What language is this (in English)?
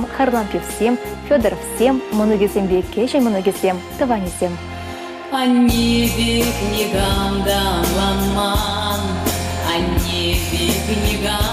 Chuvash